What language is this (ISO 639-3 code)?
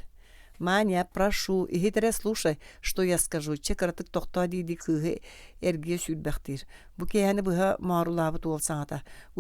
sah